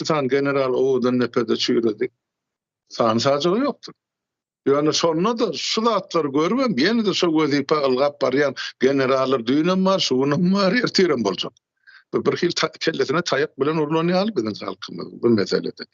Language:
Turkmen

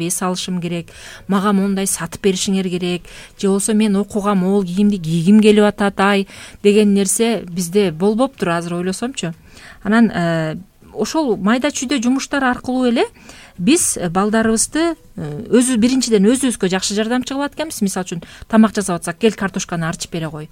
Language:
Kyrgyz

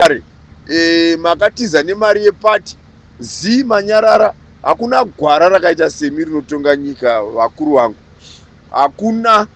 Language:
Shona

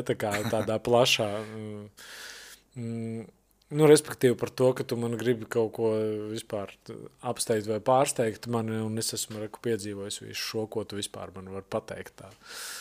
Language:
Latvian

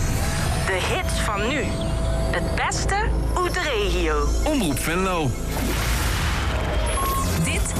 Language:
Dutch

